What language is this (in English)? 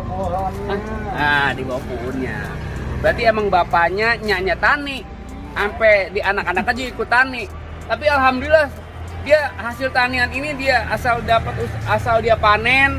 Betawi